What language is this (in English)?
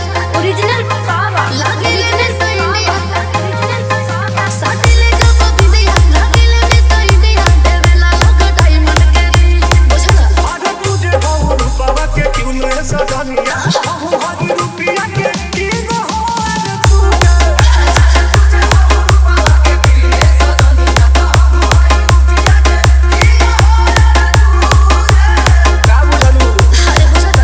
Bhojpuri